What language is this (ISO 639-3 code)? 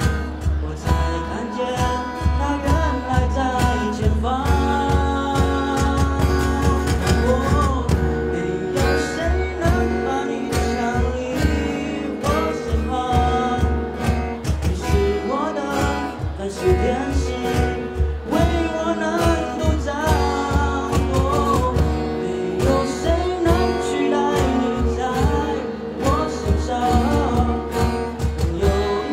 zho